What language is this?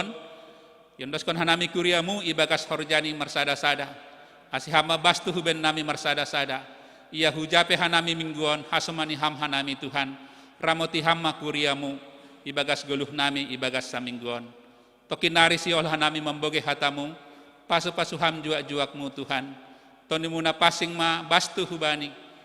Batak Simalungun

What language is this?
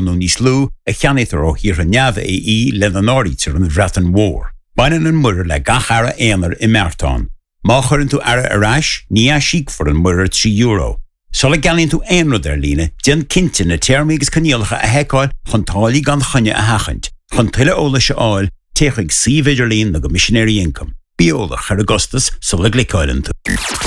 Irish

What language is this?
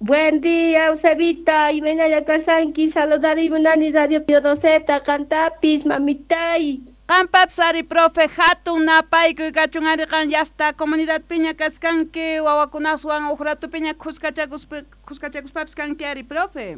South Bolivian Quechua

